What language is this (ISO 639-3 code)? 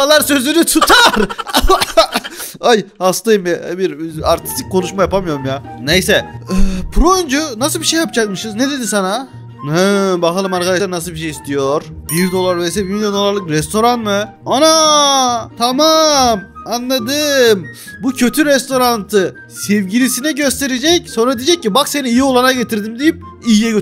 tur